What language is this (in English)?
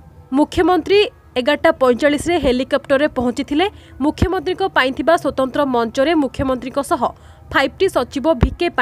Odia